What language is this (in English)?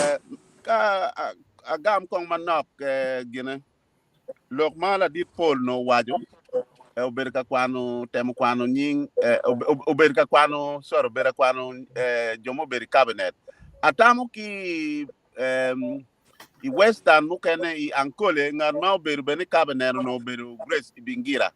Acoli